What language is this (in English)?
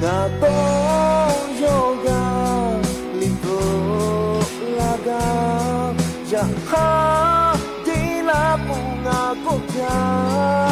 Lahu